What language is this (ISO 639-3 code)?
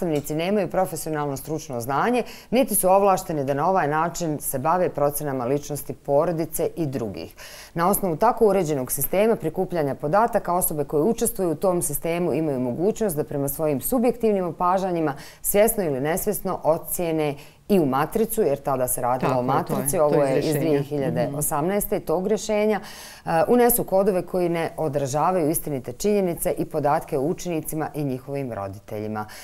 bos